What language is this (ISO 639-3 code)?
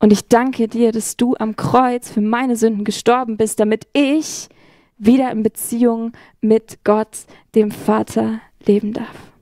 gsw